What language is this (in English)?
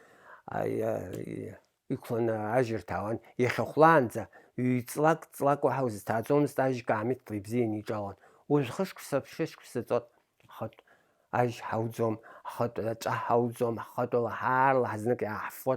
Abkhazian